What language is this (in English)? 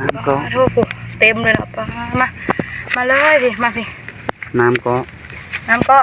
Northeastern Thai